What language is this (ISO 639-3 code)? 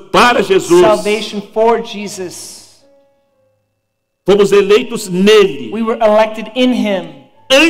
por